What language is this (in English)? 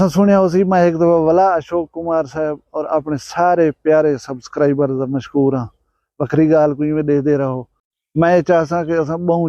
Saraiki